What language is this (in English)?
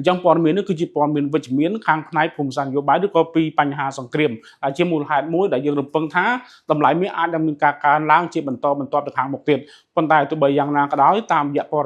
Khmer